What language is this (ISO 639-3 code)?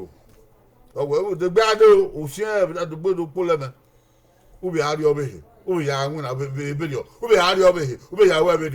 bin